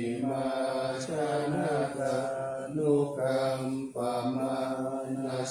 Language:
Pali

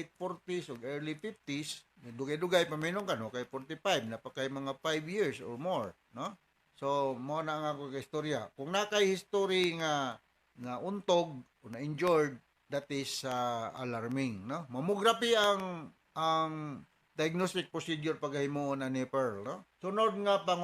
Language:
Cebuano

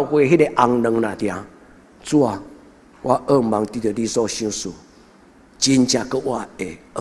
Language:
Min Nan Chinese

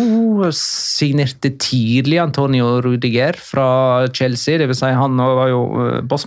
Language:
Norwegian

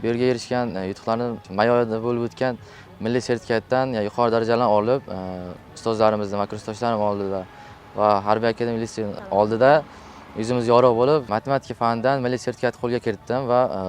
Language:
Uzbek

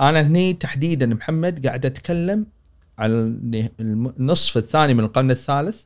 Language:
Gulf Arabic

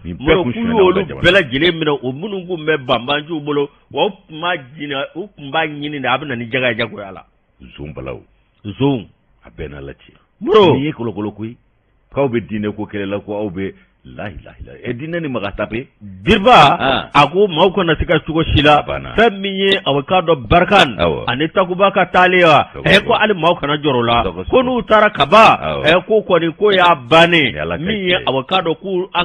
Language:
Bambara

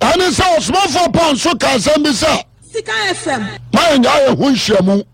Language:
Akan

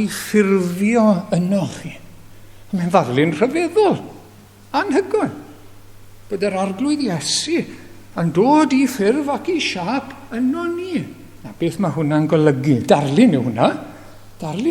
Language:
Welsh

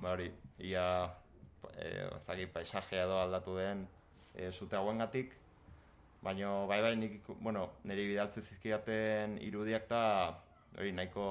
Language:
Basque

